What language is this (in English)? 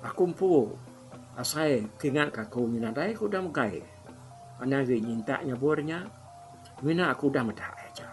Iban